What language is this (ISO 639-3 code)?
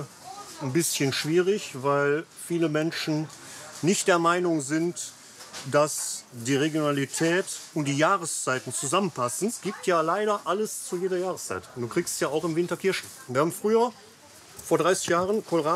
deu